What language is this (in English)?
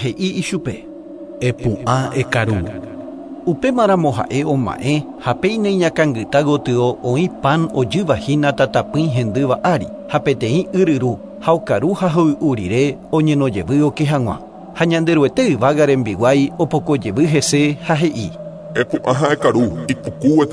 Guarani